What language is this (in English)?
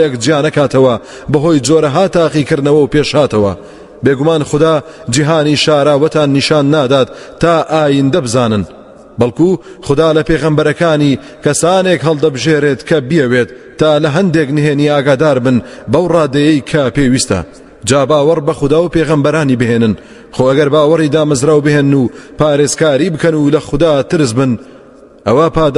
Central Kurdish